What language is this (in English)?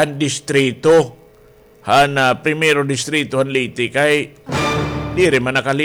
Waray